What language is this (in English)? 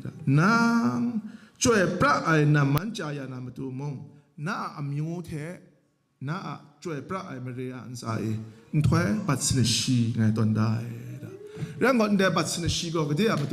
Kachin